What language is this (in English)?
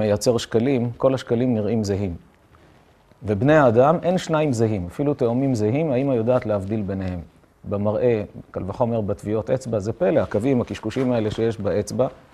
Hebrew